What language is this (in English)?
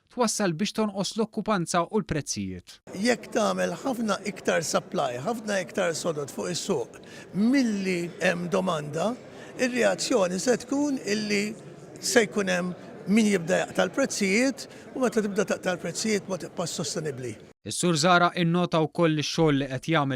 Maltese